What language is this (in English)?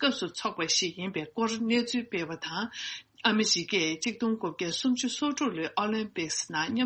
Tibetan